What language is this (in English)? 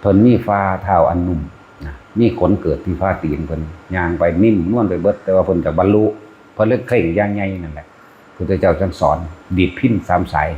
Northeastern Thai